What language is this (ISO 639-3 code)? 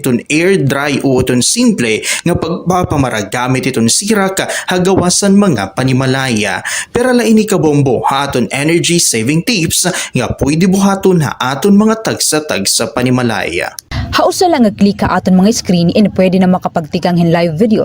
war